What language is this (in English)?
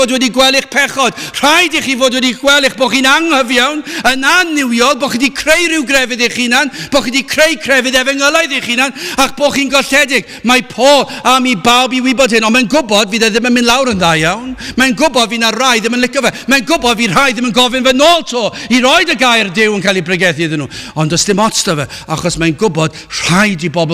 Welsh